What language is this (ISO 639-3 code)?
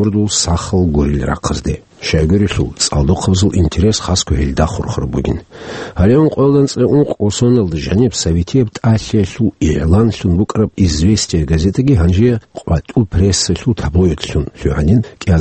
ava